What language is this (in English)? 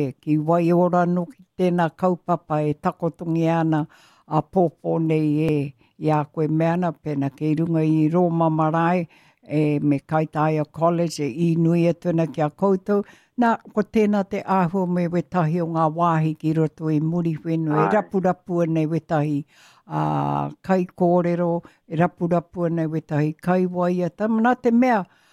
Māori